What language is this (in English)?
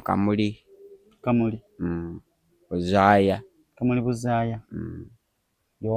Soga